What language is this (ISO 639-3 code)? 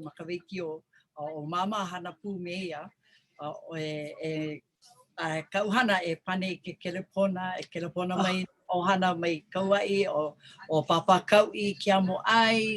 haw